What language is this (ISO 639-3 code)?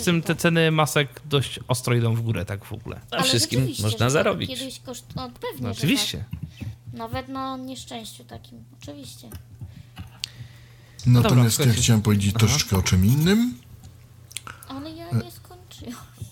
pol